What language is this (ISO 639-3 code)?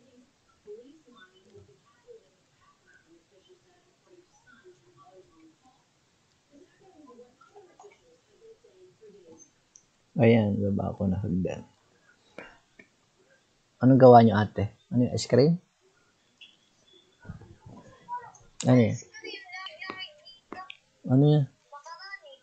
fil